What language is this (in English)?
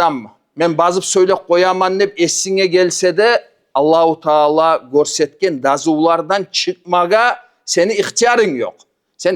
Kumyk